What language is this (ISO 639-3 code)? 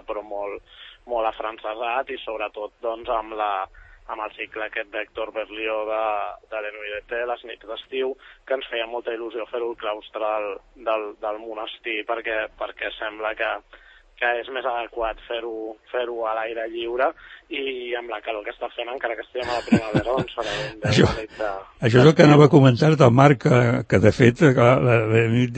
cat